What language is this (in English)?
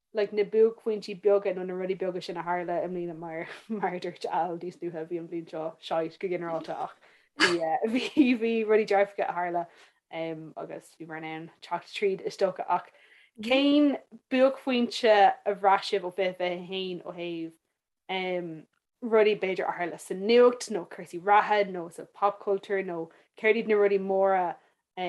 Irish